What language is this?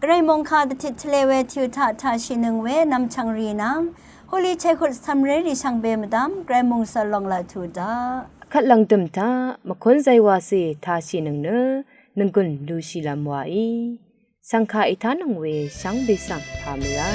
Rawang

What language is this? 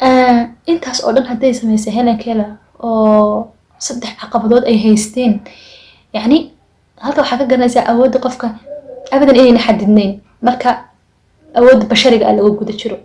Somali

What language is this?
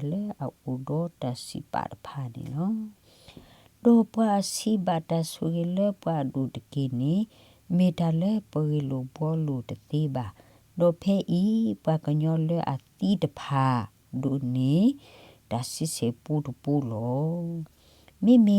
S'gaw Karen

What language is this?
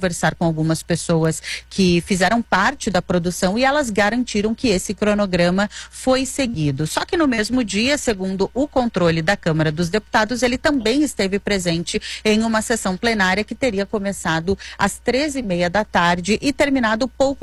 Portuguese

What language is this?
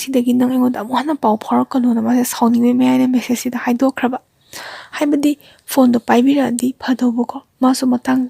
Manipuri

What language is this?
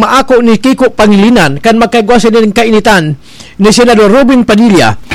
Bikol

